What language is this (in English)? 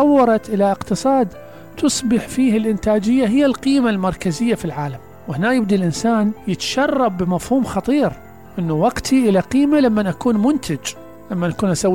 Mesopotamian Arabic